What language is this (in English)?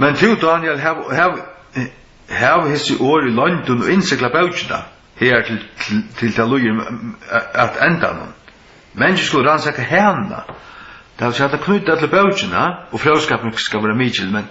Faroese